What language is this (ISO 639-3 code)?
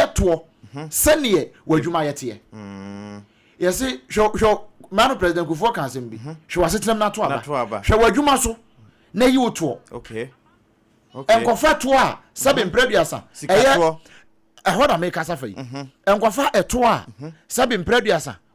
aka